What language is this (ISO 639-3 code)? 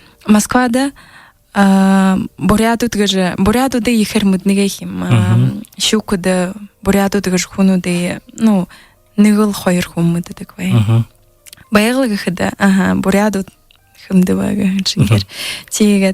bua